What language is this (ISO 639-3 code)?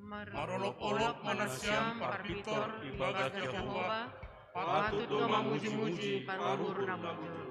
bts